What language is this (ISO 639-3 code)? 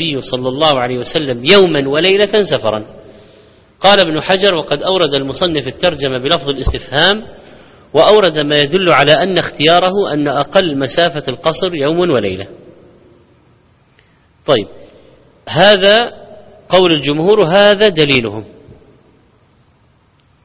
ara